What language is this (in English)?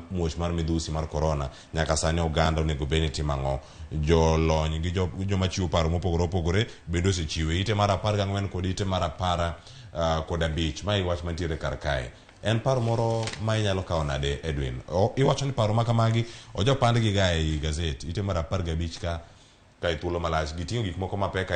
Luo (Kenya and Tanzania)